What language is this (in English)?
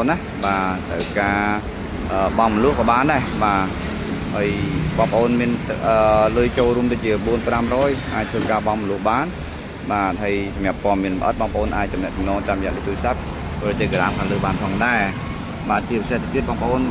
Khmer